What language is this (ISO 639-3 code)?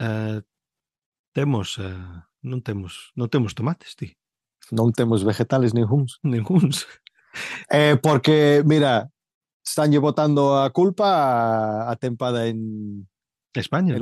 glg